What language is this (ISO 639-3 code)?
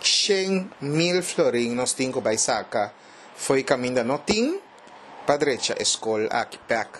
pap